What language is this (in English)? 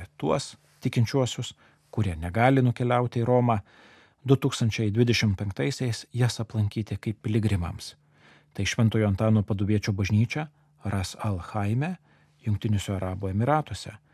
Lithuanian